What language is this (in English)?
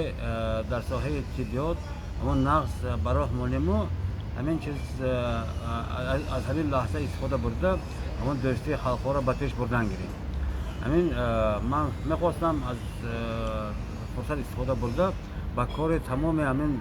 Tajik